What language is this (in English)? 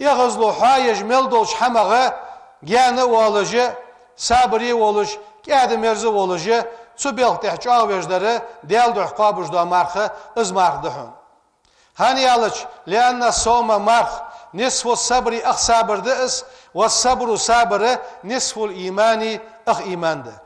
Ingush